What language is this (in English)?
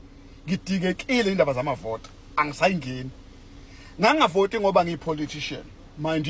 Zulu